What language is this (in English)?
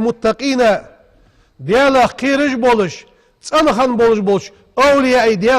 Ingush